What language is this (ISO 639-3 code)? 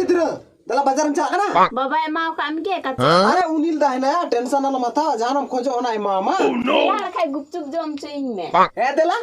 sat